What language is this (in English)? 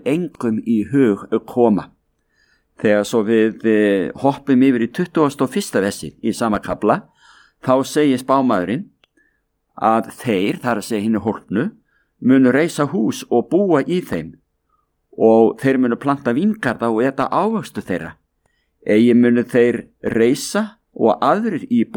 Icelandic